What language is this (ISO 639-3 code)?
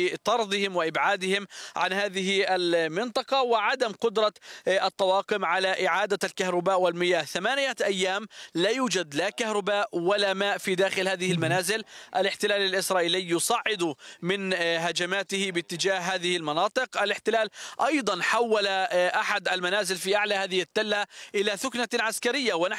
ara